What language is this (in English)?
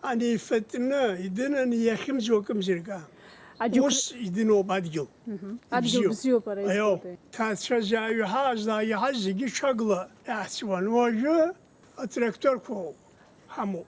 Abkhazian